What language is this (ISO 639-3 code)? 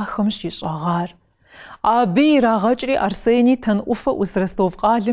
kbd